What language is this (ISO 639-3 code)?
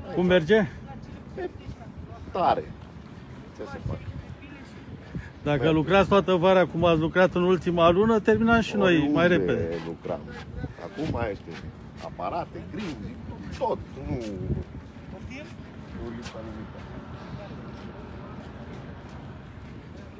ron